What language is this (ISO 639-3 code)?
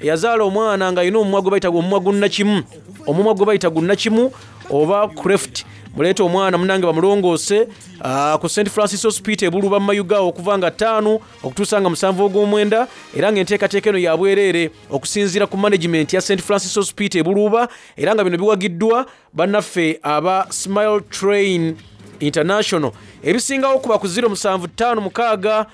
xog